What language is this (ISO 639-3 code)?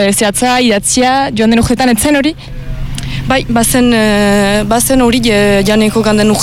eus